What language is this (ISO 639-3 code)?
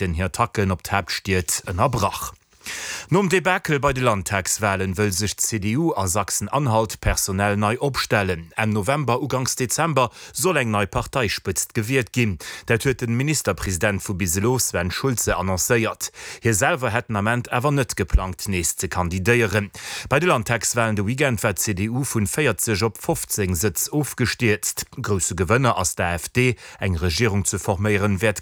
ltz